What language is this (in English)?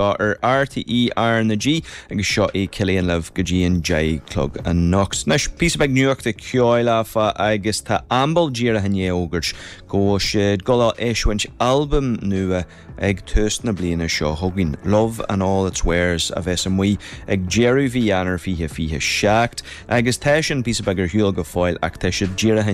Irish